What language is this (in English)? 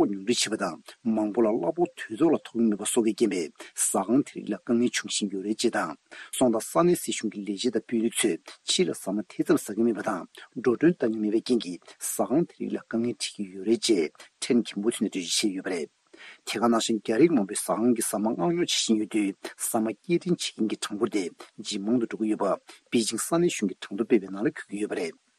Tibetan